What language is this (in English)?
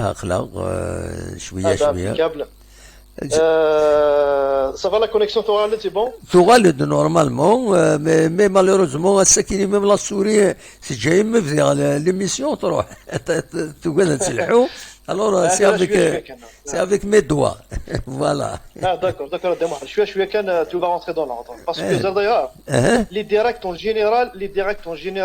Kabyle